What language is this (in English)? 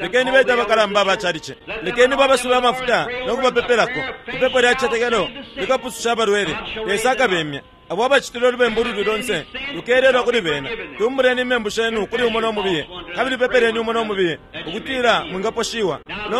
Bemba